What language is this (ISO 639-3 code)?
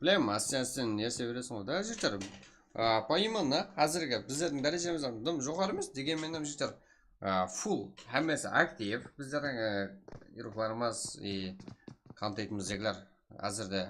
kaa